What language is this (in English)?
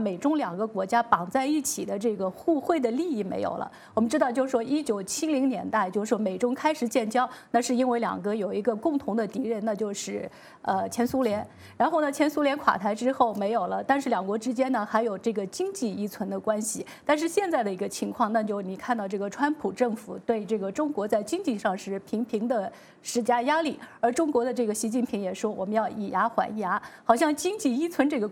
Chinese